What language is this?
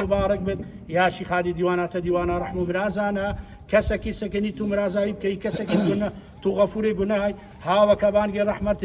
Kurdish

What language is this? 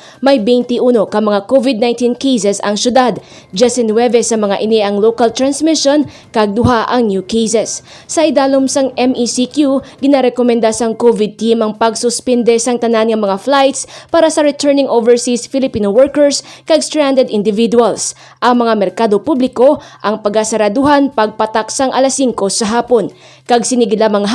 Hiligaynon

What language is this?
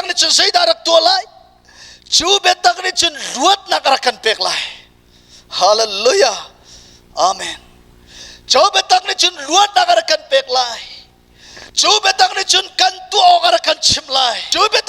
Hakha Chin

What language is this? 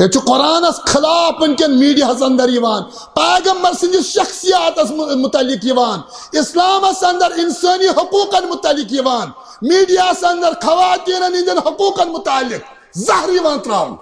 Kashmiri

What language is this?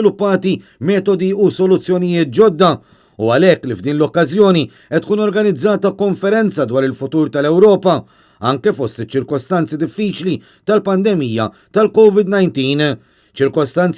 Maltese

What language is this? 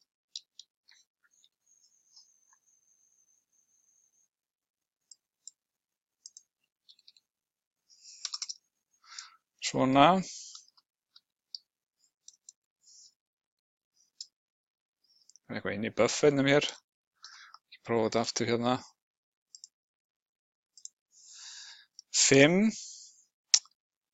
Icelandic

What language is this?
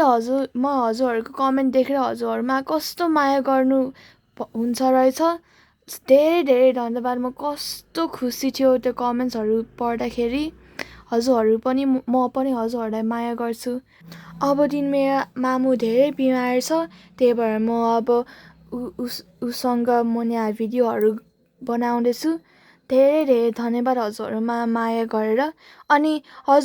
Nepali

